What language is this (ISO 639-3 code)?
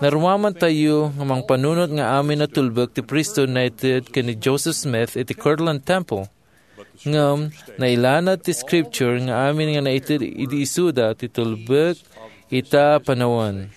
ilo